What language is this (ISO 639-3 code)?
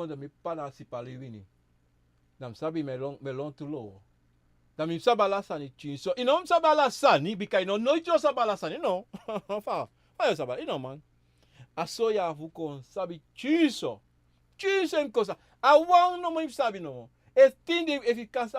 srn